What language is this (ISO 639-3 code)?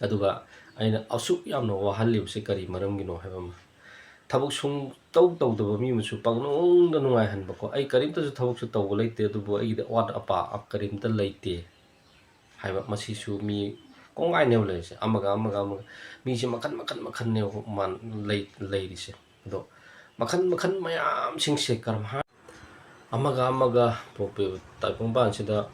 mni